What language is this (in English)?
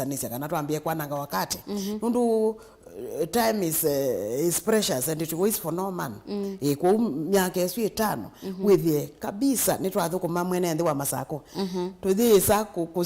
Kamba